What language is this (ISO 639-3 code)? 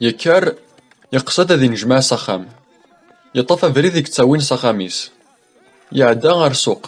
kab